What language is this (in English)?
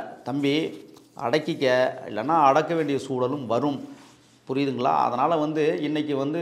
Tamil